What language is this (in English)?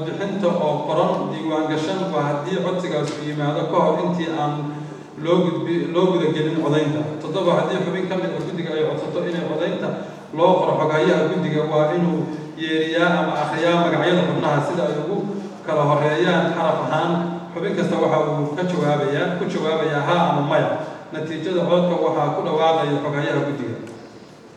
Somali